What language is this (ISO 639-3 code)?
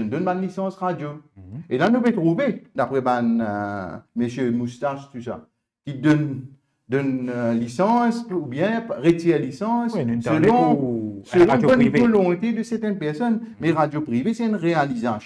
mfe